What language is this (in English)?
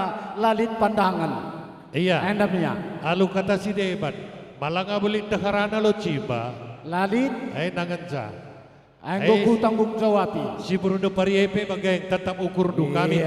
Batak Karo